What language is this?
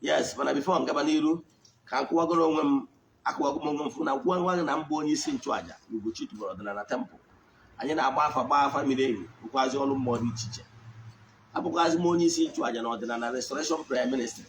Igbo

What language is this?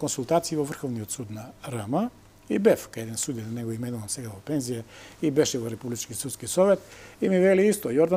Macedonian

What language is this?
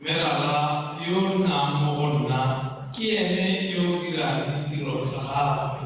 Tswana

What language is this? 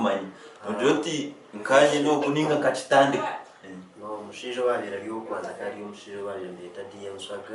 Nyankole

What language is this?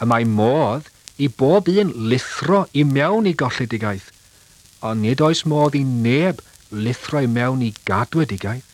Welsh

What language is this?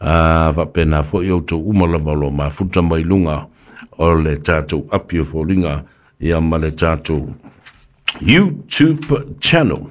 Samoan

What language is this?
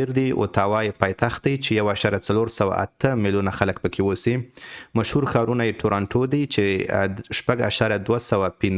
Pashto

